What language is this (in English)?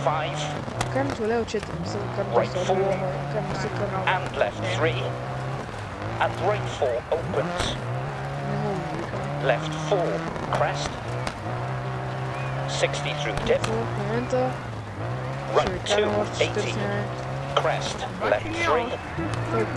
Bulgarian